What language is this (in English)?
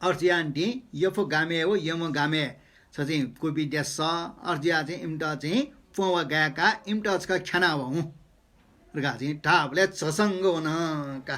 Newari